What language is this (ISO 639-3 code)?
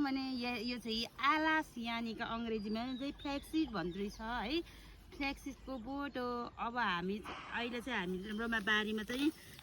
nep